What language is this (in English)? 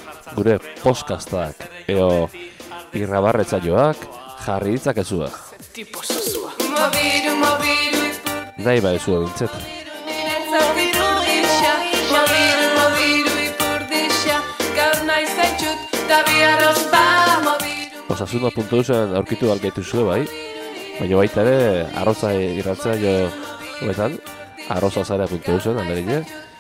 Basque